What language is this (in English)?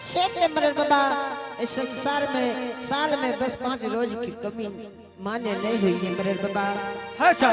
Angika